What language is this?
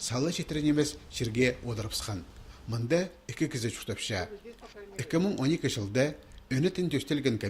Khakas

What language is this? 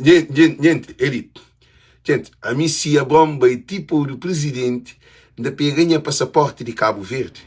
Kabuverdianu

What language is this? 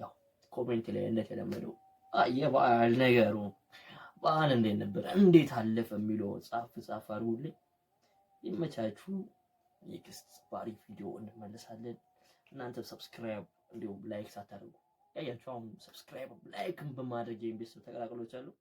Amharic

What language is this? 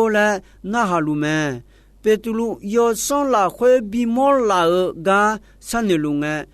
Akha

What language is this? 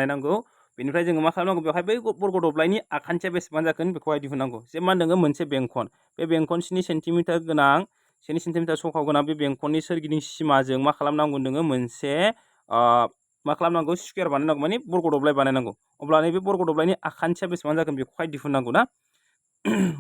Bodo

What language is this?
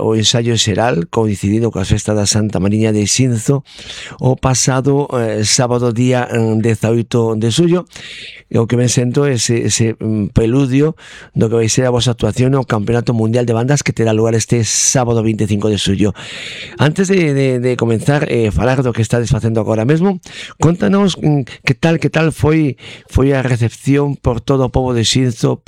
Galician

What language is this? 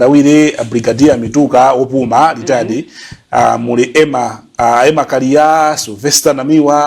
Nyanja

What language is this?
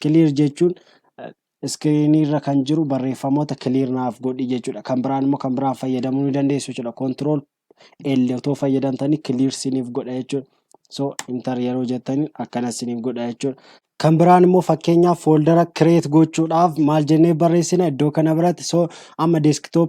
Oromo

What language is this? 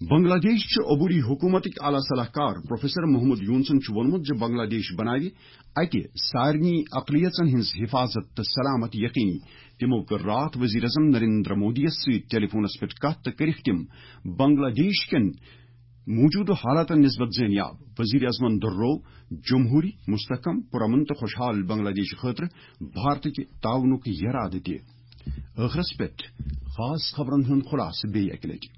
Kashmiri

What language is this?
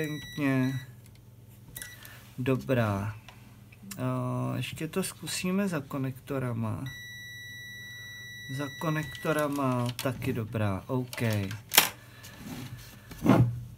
Czech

